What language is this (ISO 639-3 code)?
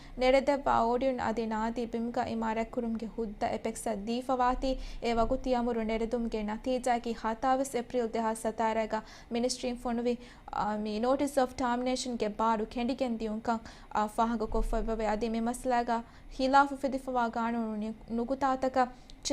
div